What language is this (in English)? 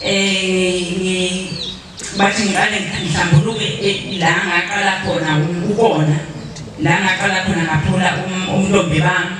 Zulu